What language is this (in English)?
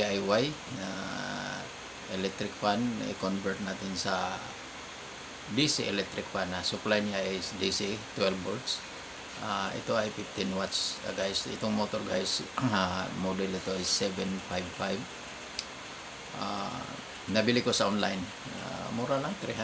Filipino